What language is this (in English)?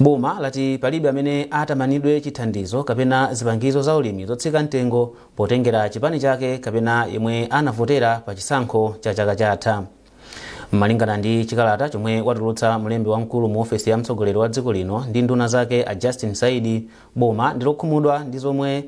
Nyanja